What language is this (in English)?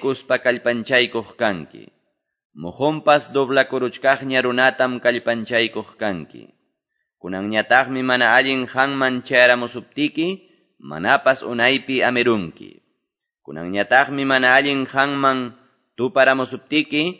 Quechua